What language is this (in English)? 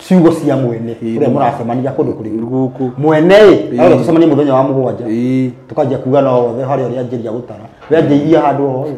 Kikuyu